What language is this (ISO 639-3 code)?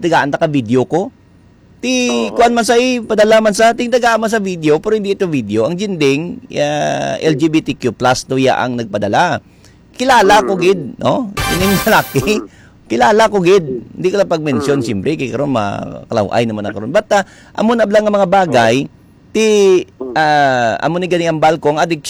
hil